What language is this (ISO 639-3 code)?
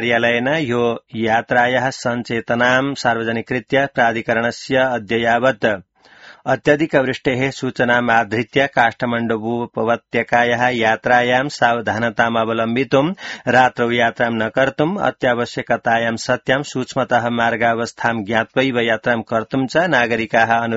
san